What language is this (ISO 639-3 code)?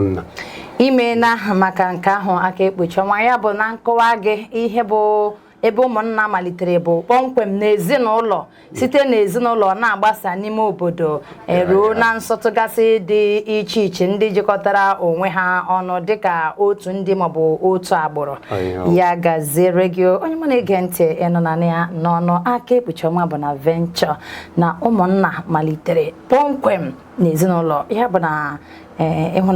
ibo